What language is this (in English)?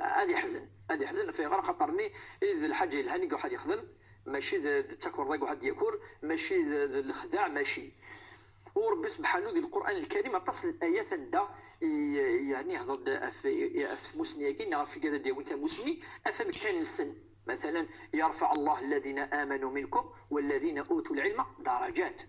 Moroccan Arabic